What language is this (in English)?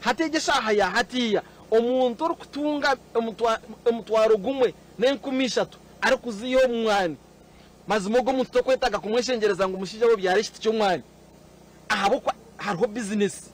Nyankole